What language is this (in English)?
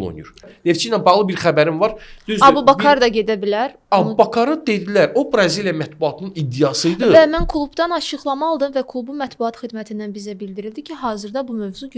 Azerbaijani